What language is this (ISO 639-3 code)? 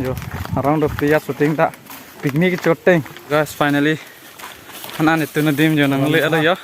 mjw